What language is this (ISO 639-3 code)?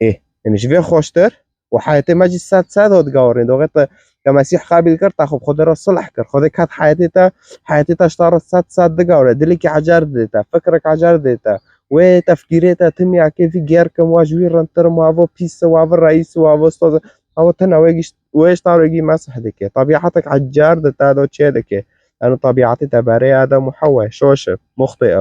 kur